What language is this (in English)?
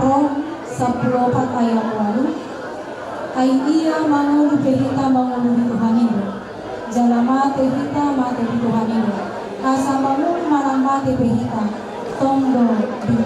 Batak Toba